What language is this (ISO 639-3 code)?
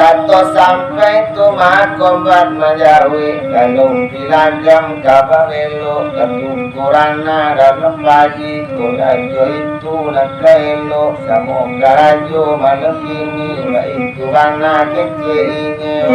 min